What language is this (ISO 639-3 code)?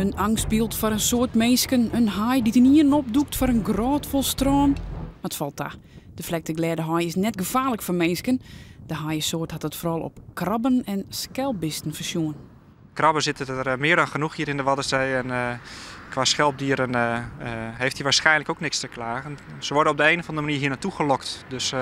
fry